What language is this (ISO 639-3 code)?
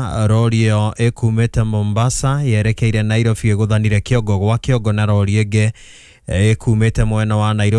kik